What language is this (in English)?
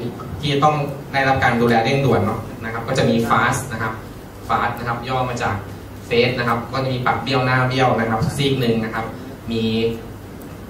Thai